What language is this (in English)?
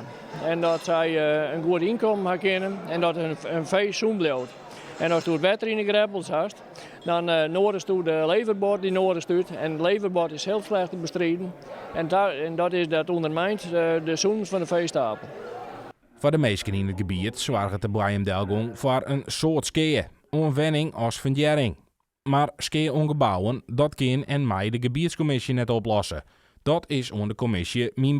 Western Frisian